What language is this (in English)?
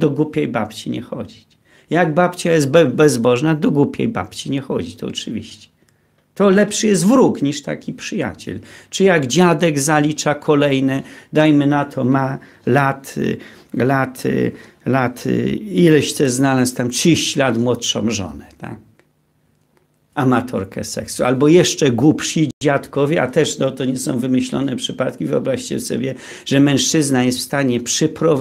Polish